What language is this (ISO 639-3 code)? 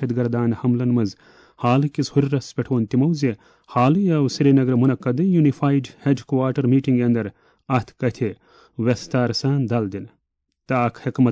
kas